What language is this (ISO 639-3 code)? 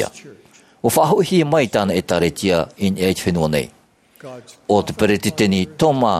tah